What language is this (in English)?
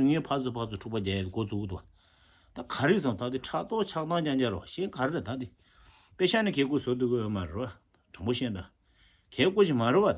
Tibetan